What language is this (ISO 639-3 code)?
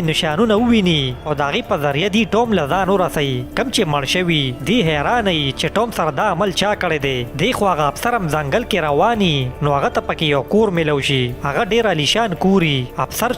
pus